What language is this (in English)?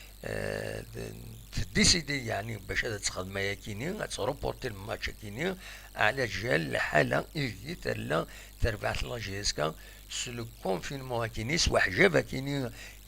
Kabyle